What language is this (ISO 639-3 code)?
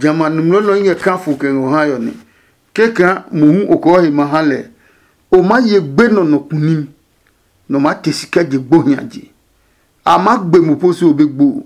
ada